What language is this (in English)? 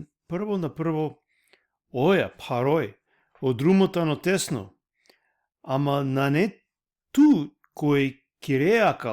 Balkan Romani